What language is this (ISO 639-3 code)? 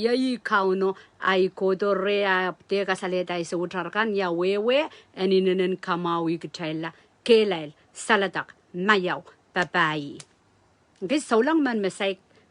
pon